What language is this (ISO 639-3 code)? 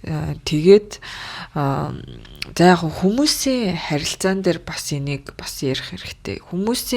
mon